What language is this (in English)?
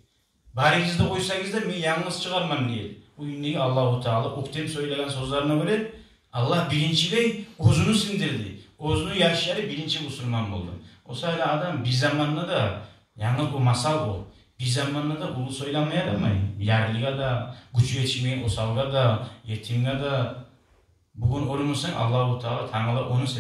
Kumyk